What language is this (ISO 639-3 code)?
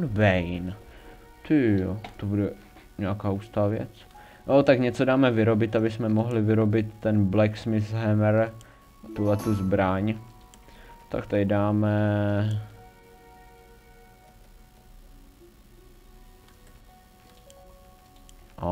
ces